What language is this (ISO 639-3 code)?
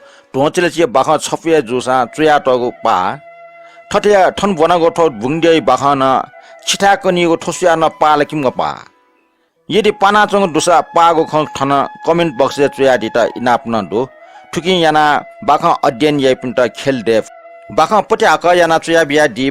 new